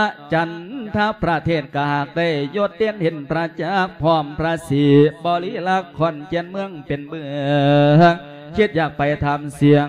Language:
Lao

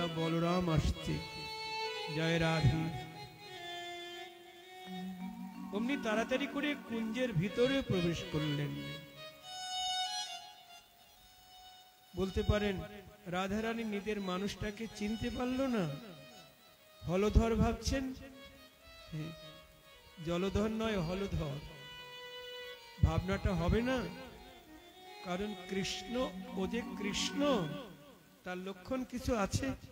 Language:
Bangla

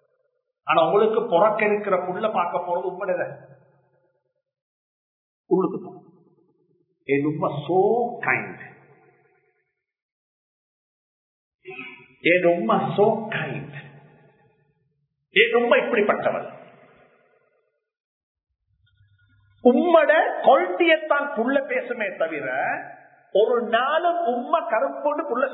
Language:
Tamil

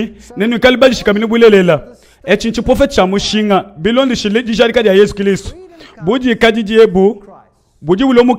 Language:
Luba-Lulua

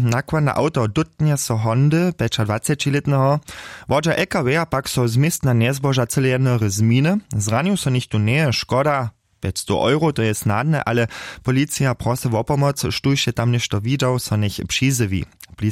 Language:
Upper Sorbian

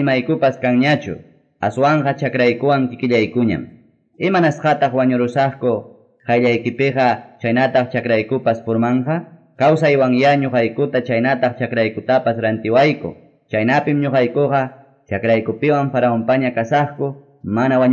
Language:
Quechua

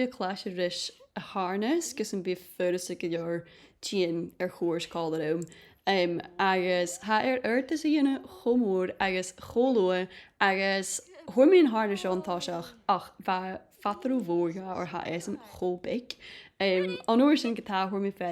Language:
Scottish Gaelic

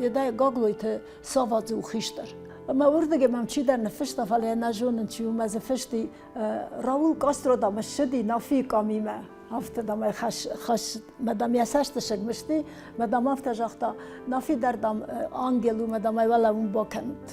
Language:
Ossetic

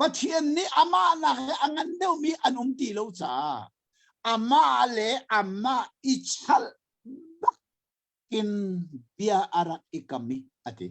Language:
Hakha Chin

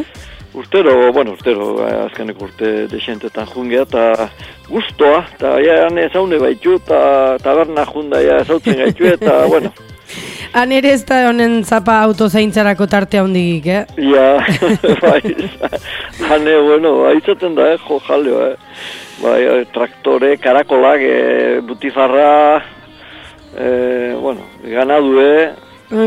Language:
Basque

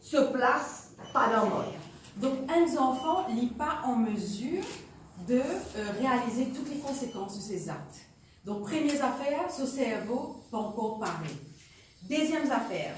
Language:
Morisyen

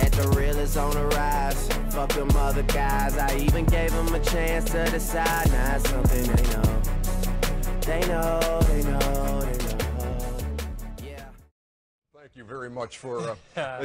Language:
English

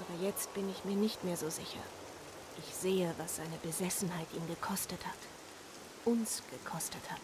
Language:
Swiss German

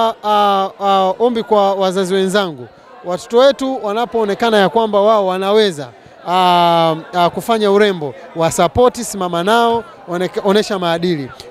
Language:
Swahili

